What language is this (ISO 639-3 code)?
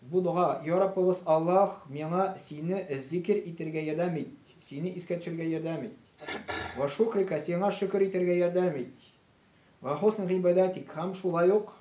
tat